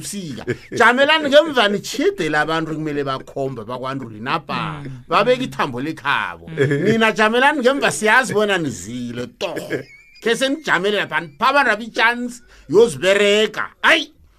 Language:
South Ndebele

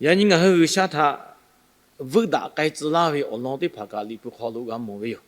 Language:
Lahu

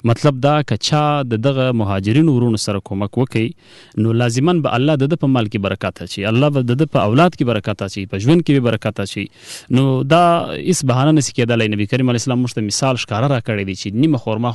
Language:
Pashto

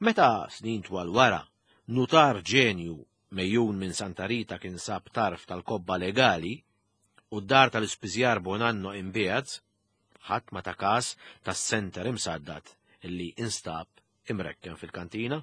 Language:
Maltese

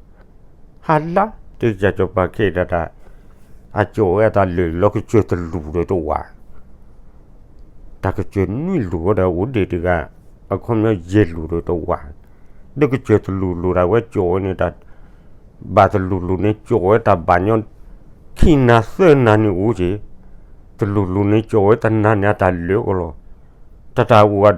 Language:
S'gaw Karen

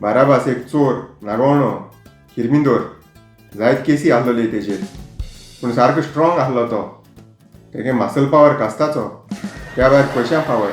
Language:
Konkani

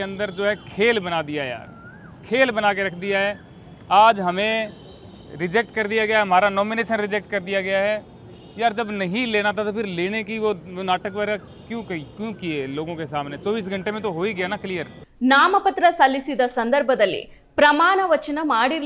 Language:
Kannada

